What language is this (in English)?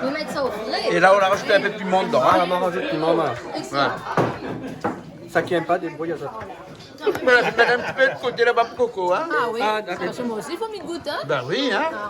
Réunion Creole French